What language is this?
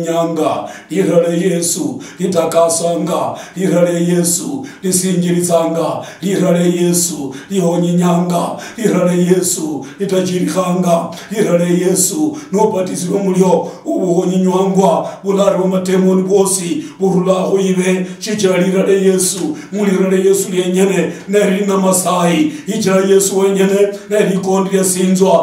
Luyia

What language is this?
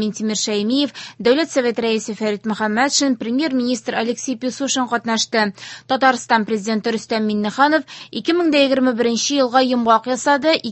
Tatar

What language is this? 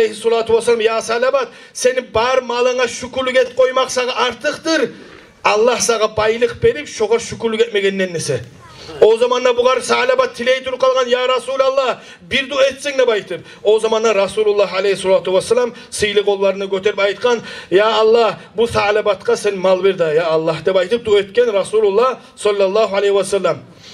Kumyk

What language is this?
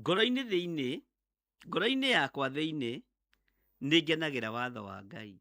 Kikuyu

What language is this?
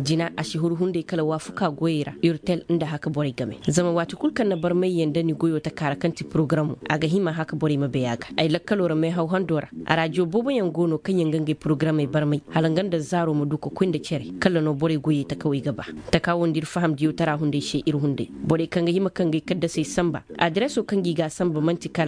Koyraboro Senni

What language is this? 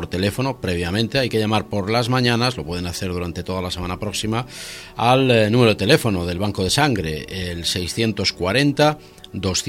Spanish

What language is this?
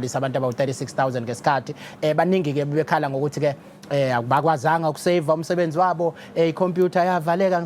Zulu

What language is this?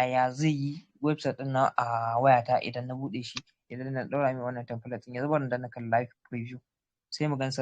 Hausa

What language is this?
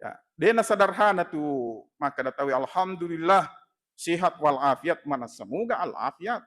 Buginese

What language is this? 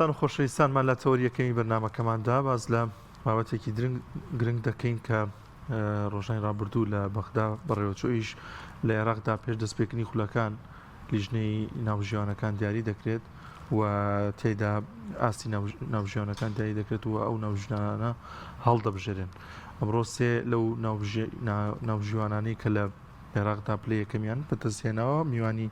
Central Kurdish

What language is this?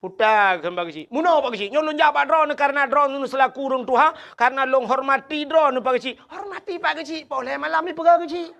Achinese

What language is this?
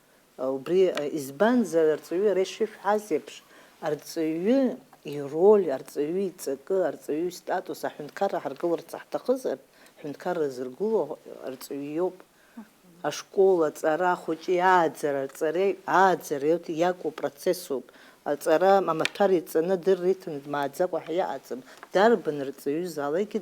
Abkhazian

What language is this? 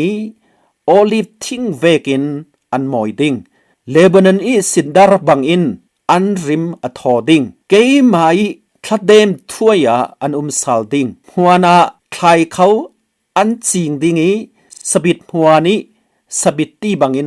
Falam Chin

